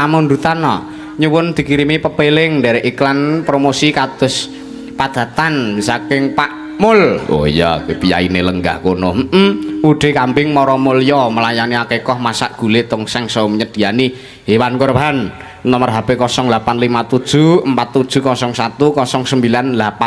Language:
Javanese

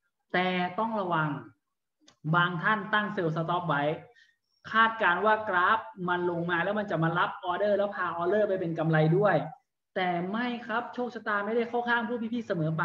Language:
Thai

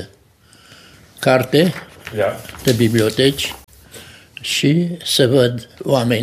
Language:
Romanian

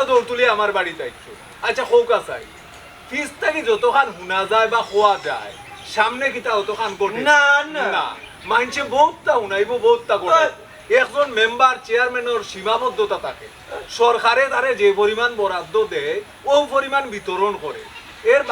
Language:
Sylheti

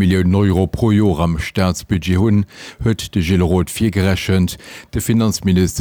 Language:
Luxembourgish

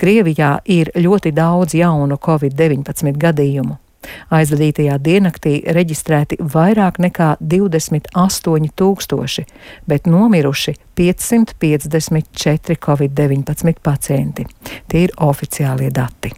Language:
Latvian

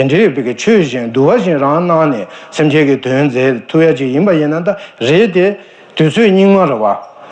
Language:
Tibetan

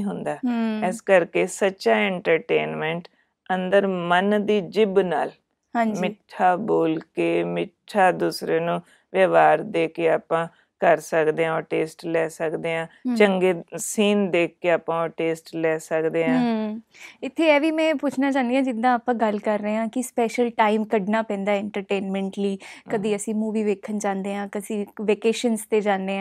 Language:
Punjabi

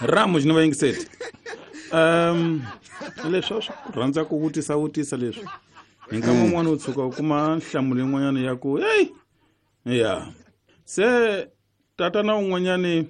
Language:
Tsonga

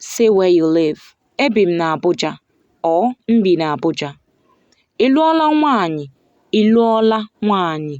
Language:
Igbo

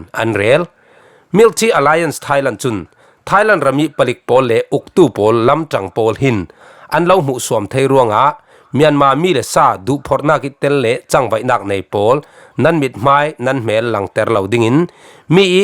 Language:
Falam Chin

